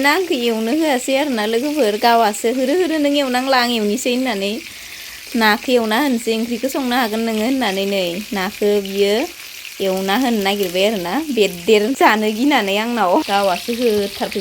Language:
Bodo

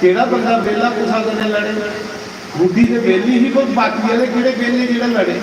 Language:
Dogri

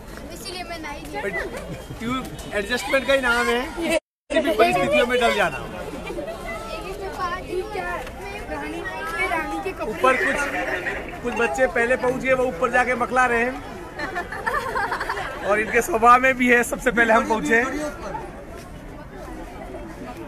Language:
Hindi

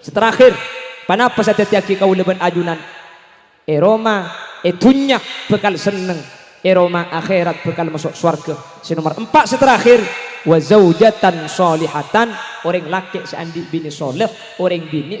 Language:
Madurese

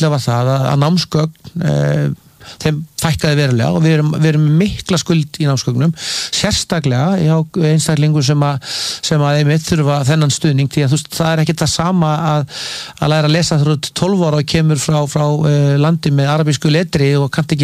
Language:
Icelandic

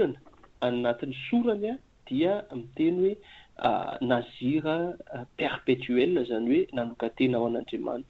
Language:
Malagasy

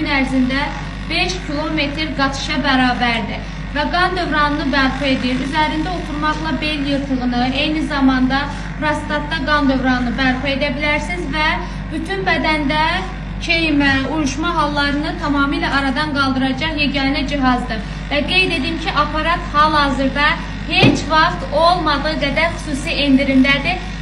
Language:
Azerbaijani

